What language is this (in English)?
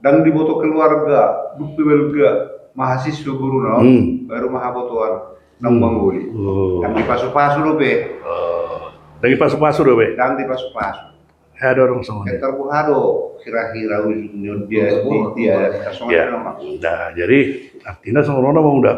Batak Toba